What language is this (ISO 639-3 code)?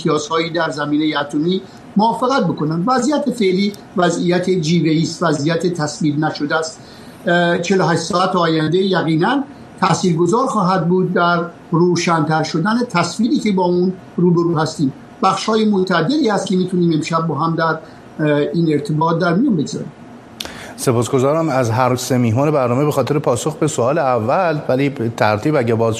fas